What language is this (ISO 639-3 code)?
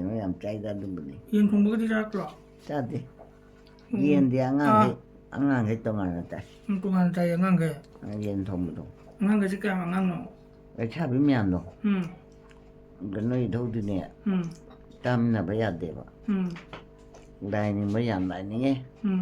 mni